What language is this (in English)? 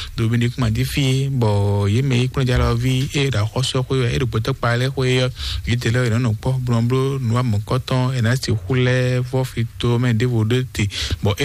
Fon